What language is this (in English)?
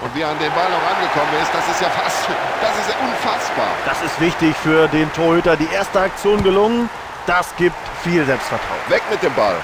Bavarian